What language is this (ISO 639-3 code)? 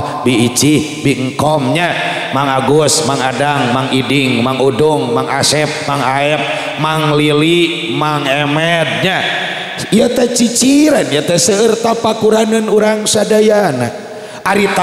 sun